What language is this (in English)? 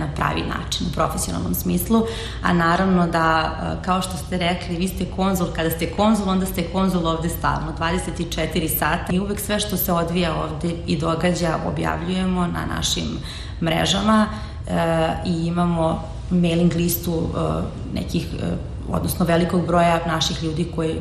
Serbian